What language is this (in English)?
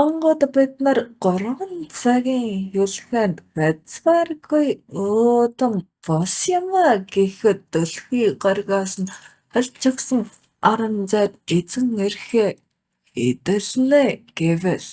Mongolian